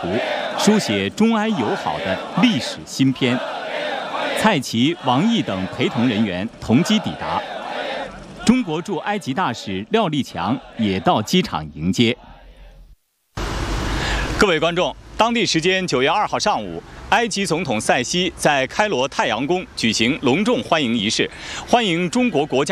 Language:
Chinese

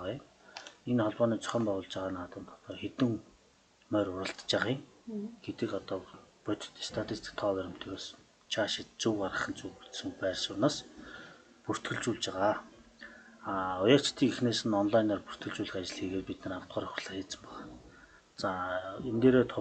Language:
Mongolian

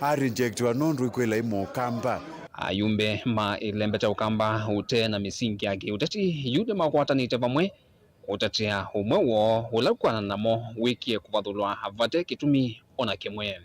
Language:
Kamba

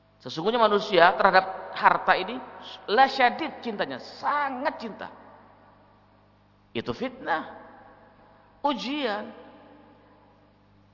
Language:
Indonesian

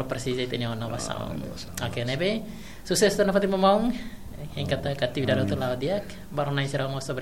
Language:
Tetum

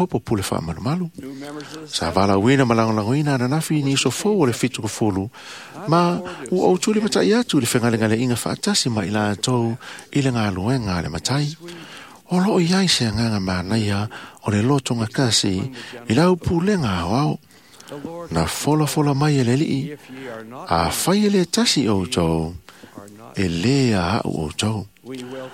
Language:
Samoan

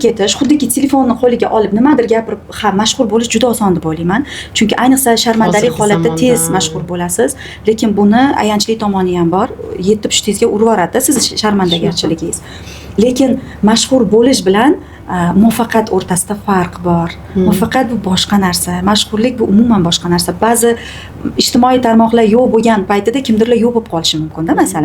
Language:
Uzbek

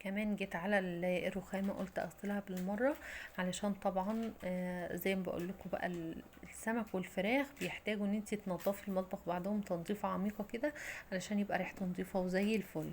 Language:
Egyptian Arabic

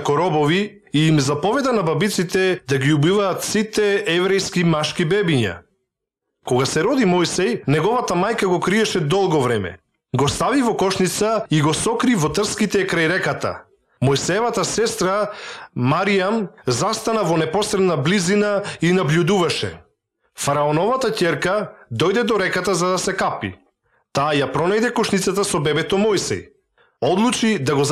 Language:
Macedonian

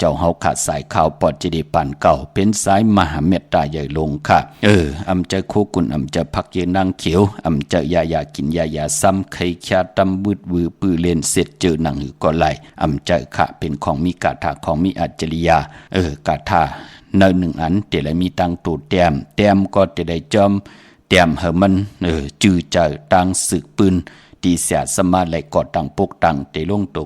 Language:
Shan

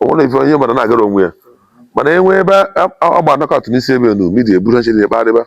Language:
Igbo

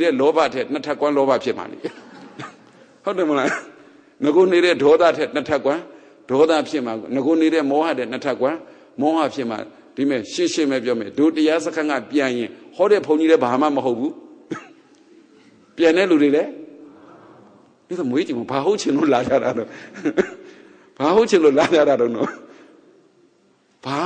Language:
Burmese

